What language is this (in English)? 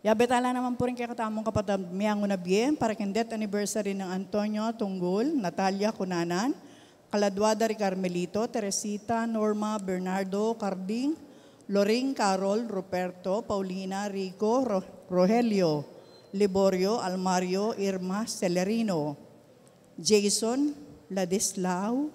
Pampanga